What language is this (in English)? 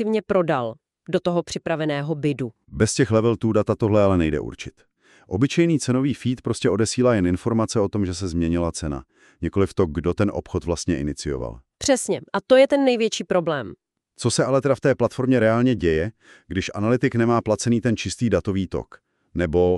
Czech